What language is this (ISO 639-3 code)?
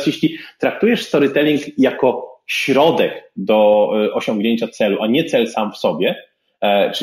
pol